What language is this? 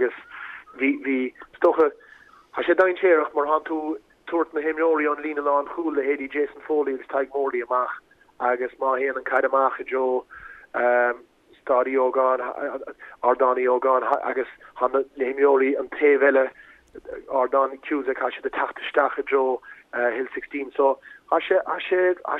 Irish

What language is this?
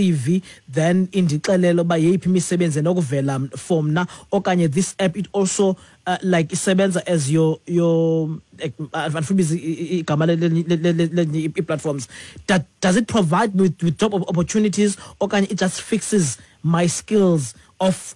Xhosa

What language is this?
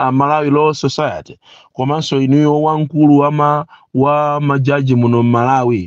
Nyanja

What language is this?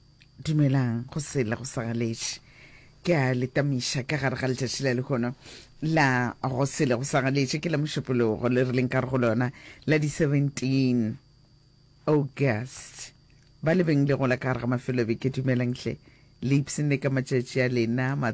Northern Sotho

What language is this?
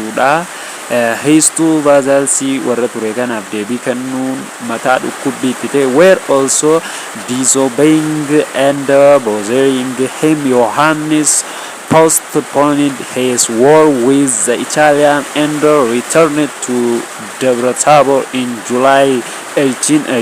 Oromo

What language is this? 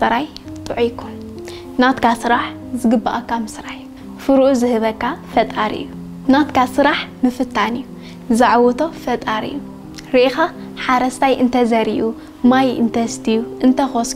Tigrinya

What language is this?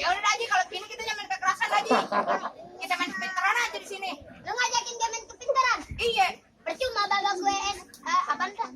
Betawi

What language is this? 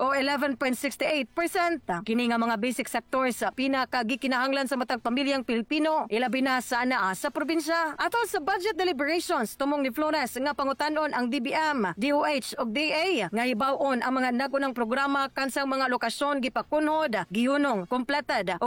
Cebuano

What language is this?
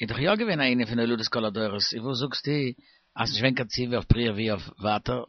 Yiddish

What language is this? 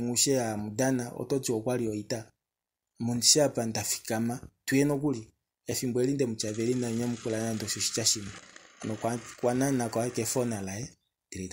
Kuanyama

